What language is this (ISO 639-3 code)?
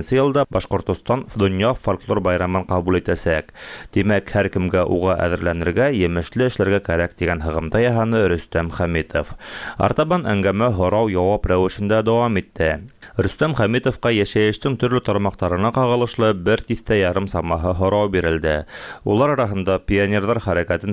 tat